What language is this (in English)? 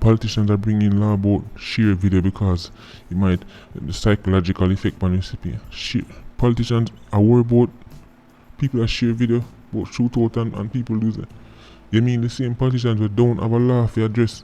Jamaican Creole English